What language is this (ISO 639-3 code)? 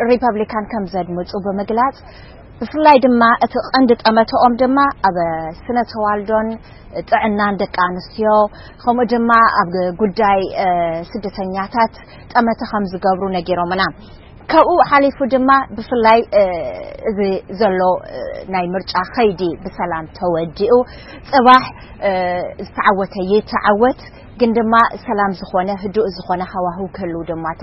tir